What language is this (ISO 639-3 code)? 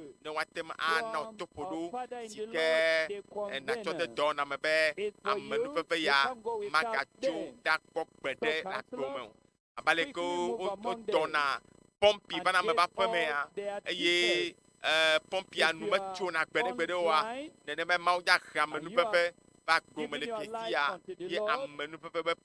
ewe